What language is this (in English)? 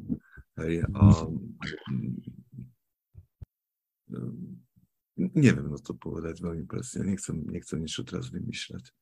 Slovak